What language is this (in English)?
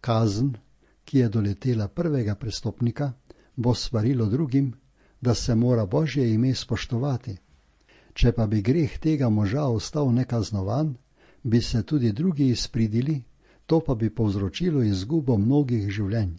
Slovenian